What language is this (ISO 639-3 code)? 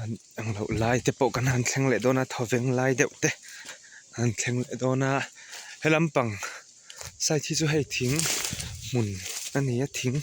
lus